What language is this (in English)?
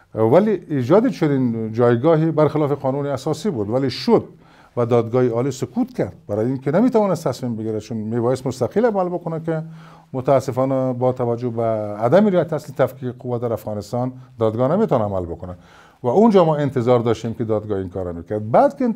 Persian